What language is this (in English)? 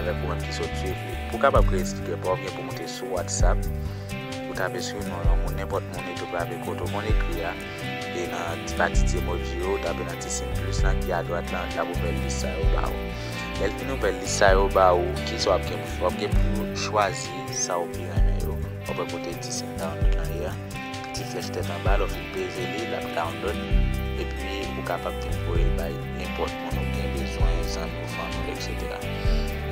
Haitian Creole